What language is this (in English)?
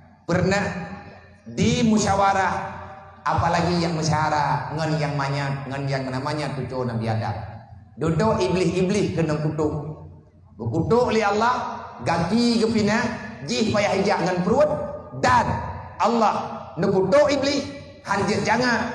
Achinese